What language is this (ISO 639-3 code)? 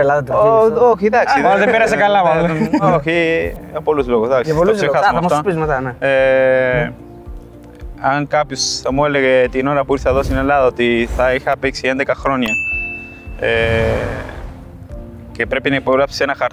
ell